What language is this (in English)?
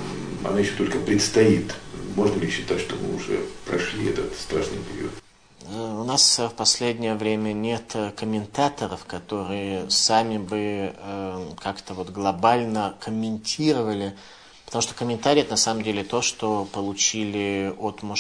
Russian